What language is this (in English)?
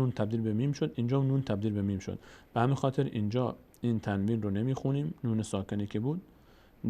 Persian